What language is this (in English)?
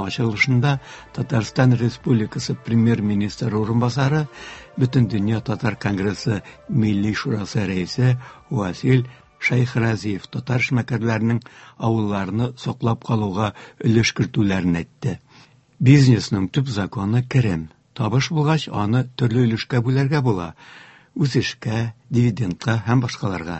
Tatar